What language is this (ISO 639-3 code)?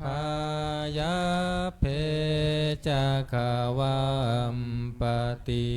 pli